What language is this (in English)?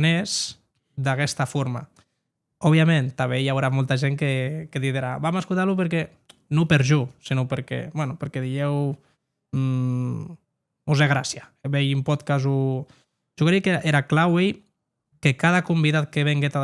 Occitan